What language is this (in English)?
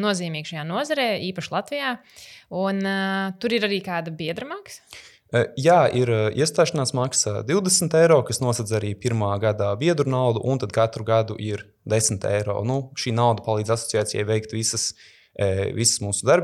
Latvian